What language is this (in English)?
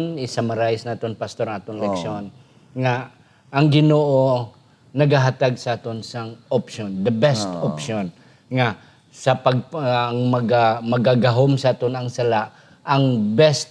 Hiligaynon